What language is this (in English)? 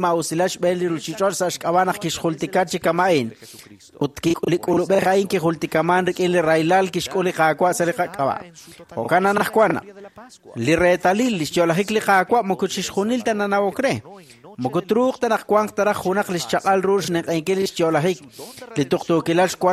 Kekchí